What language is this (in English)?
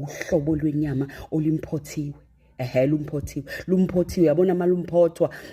Zulu